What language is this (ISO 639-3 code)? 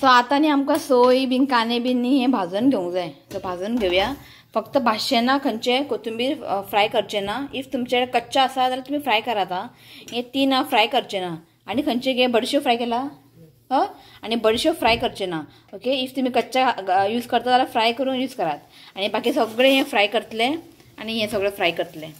kok